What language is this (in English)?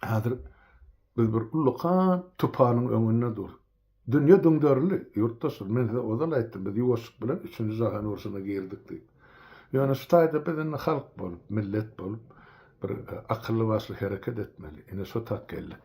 Turkmen